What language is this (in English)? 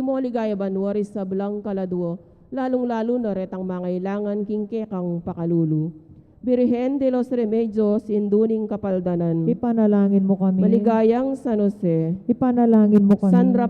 Pampanga